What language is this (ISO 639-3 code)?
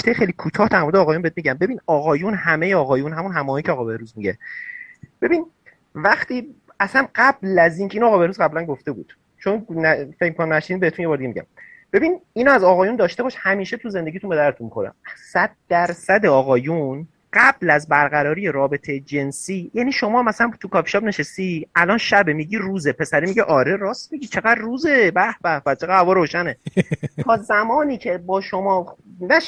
fas